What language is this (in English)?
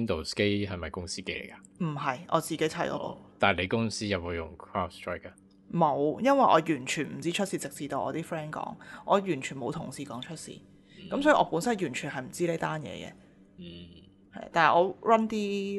Cantonese